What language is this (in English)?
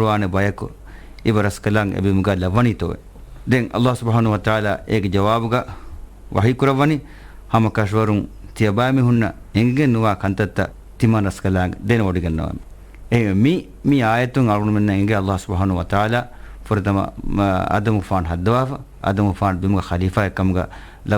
Divehi